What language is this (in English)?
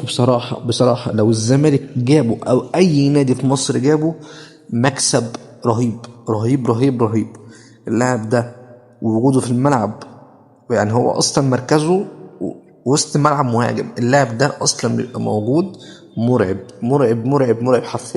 Egyptian Arabic